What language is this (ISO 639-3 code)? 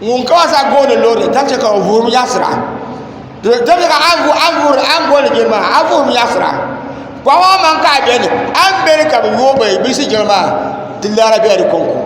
dag